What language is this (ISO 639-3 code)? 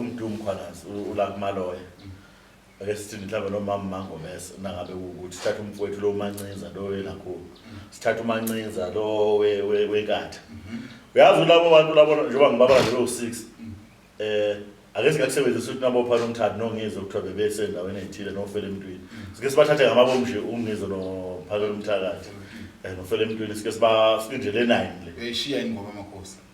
zul